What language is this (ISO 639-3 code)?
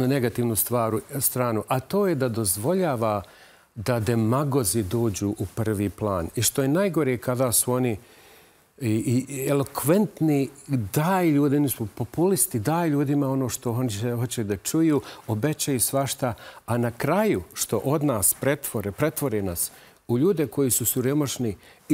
bos